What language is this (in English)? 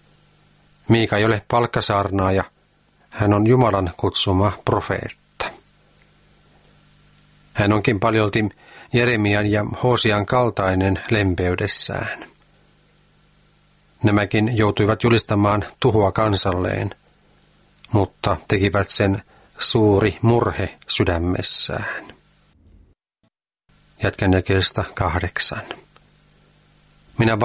Finnish